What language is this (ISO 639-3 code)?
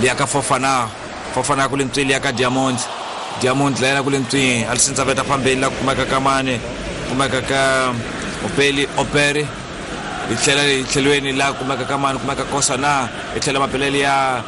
tso